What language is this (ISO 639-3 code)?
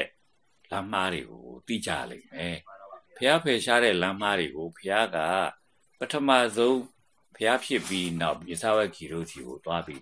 mya